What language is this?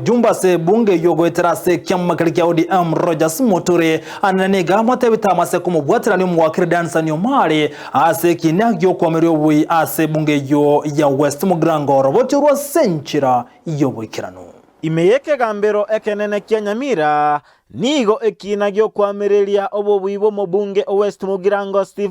Gusii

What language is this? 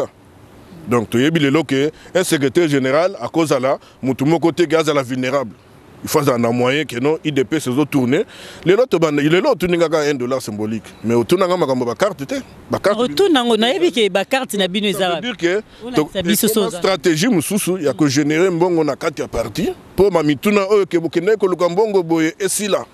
Lingala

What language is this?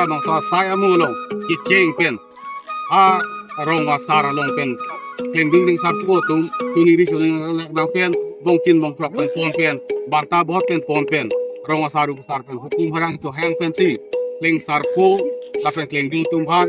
Karbi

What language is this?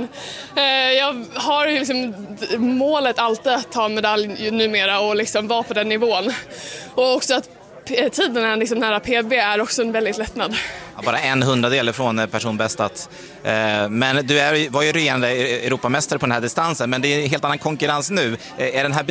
Swedish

